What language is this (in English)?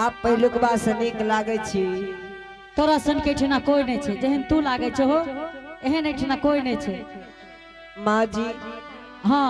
Angika